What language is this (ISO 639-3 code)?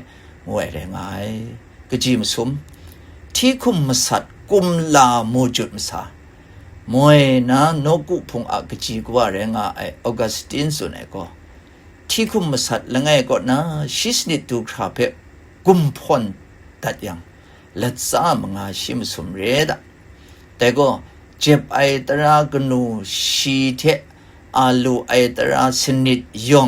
kac